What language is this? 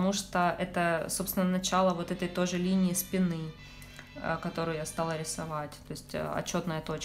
Russian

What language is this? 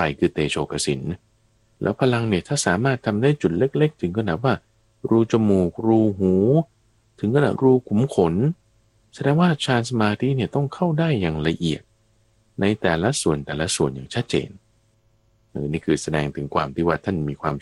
Thai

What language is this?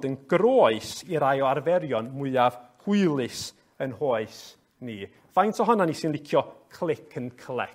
Welsh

